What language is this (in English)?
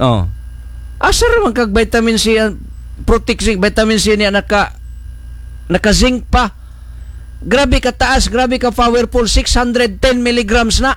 Cebuano